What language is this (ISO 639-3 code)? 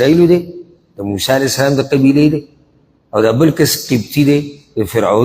pus